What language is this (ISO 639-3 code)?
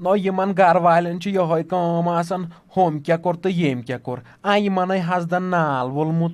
kas